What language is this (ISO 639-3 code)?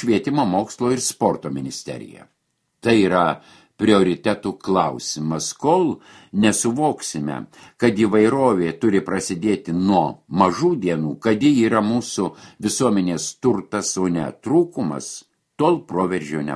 lit